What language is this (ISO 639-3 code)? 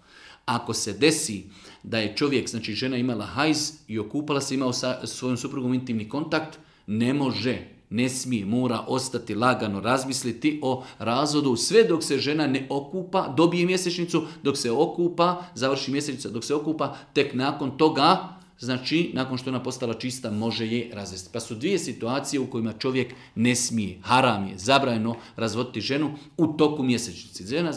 bos